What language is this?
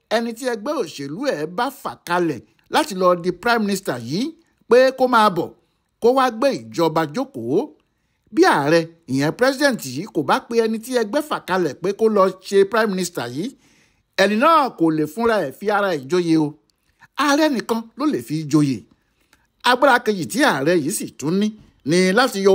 Yoruba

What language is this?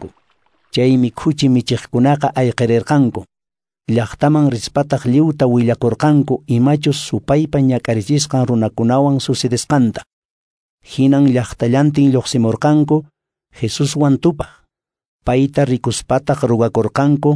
Quechua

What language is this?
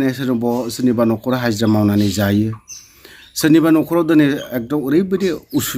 Bodo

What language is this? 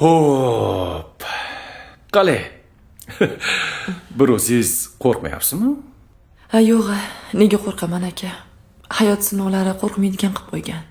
Uzbek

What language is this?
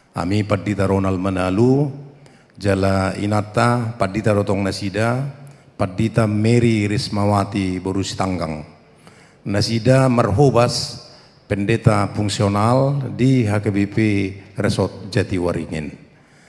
Batak Toba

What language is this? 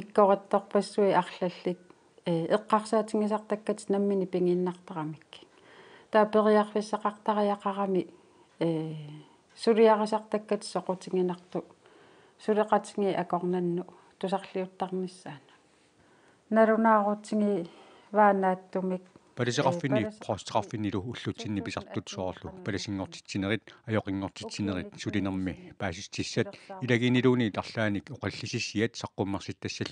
Kalaallisut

